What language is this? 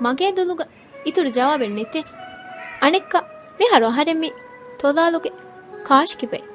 Divehi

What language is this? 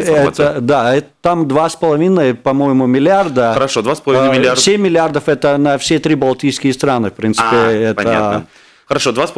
Russian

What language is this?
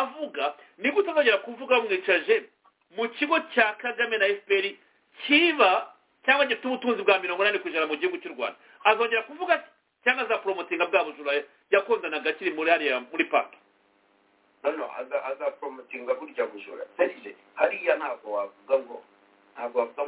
Kinyarwanda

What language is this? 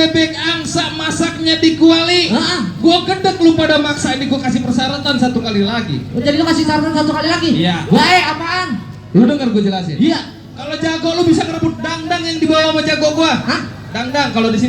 Betawi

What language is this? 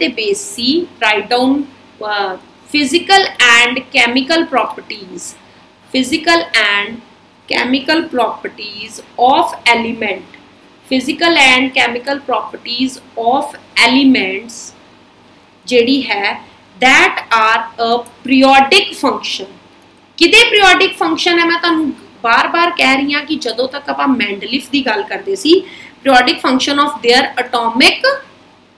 Punjabi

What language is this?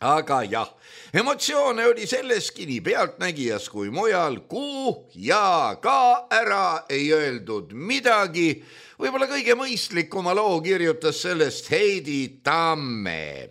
Estonian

